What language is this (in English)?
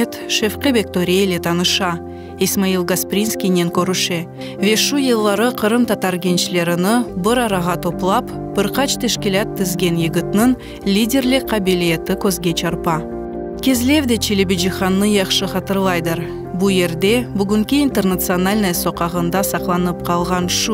Crimean Tatar